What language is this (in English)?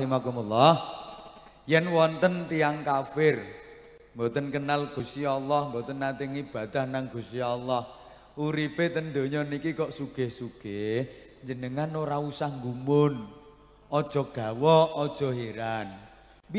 Javanese